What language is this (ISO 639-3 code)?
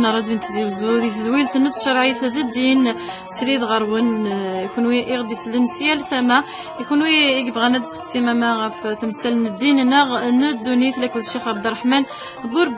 kab